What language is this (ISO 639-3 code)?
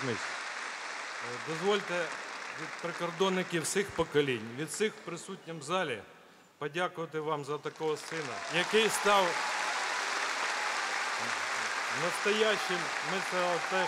ukr